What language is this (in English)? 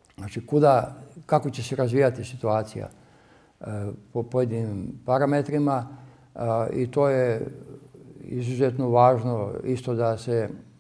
Serbian